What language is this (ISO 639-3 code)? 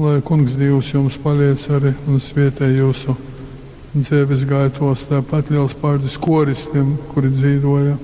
ltg